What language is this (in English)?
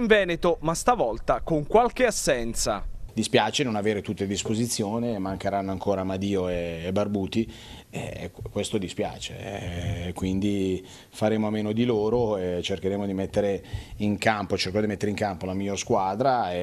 Italian